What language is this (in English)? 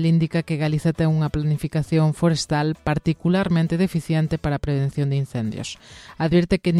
Galician